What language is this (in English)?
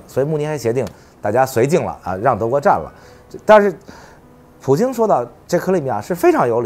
Chinese